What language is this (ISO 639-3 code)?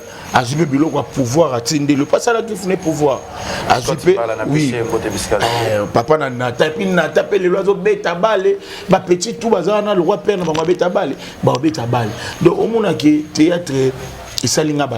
lin